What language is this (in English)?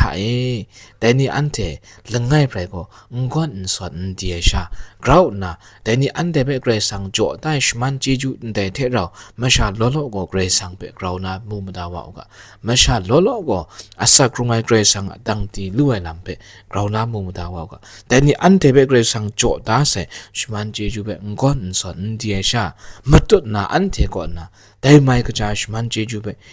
Kachin